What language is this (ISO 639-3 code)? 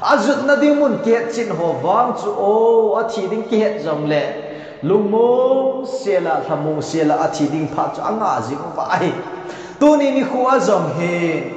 tcz